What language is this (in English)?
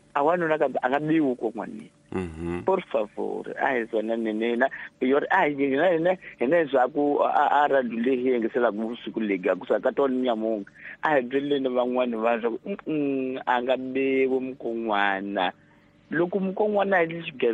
Tsonga